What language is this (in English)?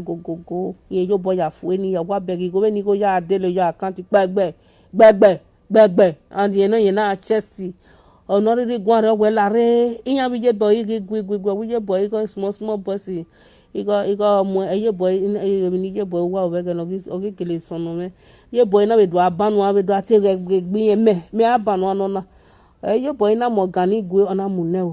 Nigerian Pidgin